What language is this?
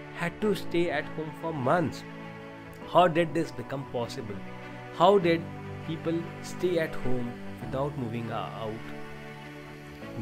English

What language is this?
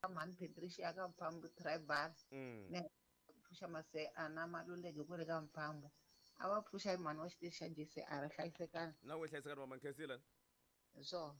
Tsonga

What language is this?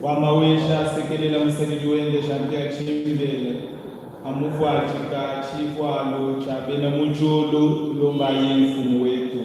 Luba-Lulua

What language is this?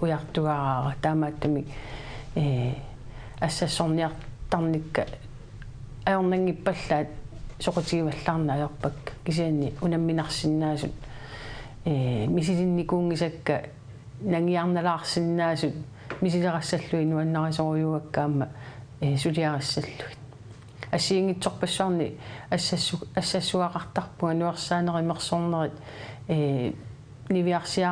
Kalaallisut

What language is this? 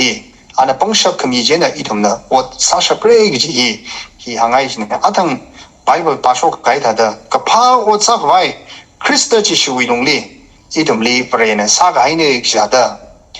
Tangkhul Naga (India)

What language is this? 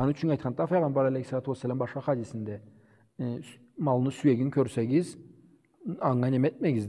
Karachay-Balkar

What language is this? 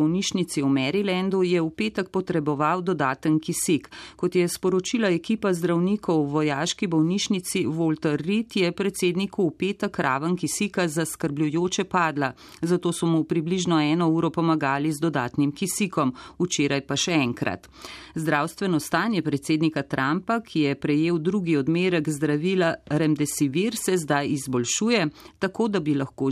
Slovenian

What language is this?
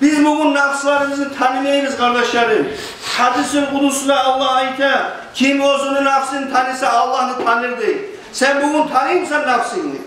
Kumyk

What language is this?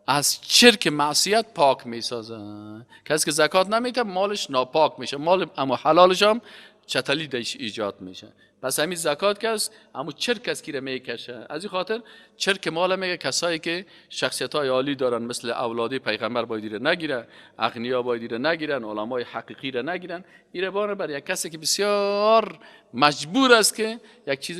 Persian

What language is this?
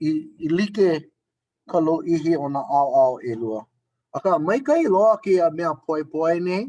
Hawaiian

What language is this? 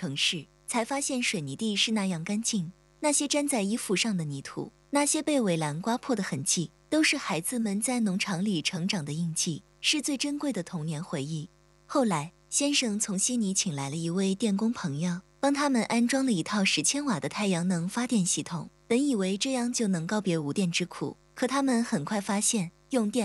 Chinese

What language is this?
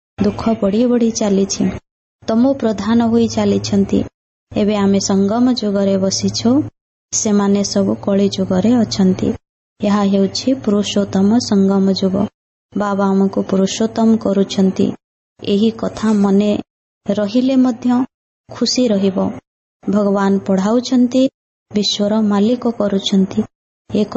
Odia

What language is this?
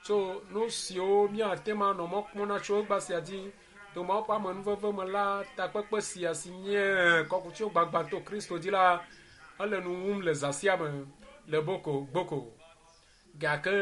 Ewe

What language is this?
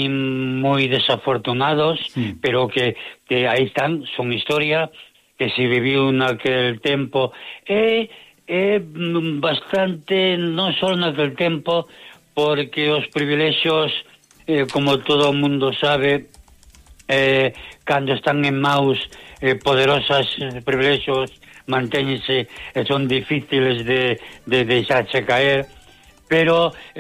Galician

